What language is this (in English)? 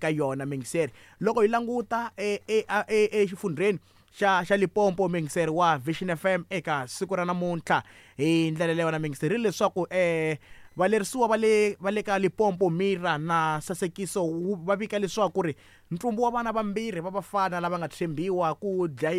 Tsonga